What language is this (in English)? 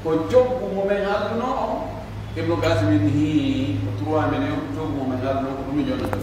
Pular